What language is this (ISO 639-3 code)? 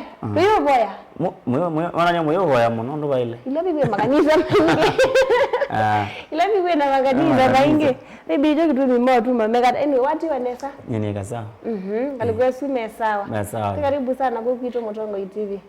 kam